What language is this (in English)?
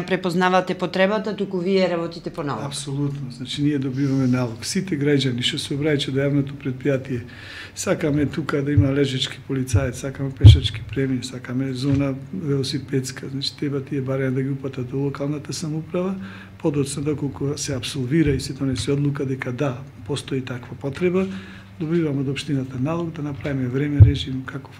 Macedonian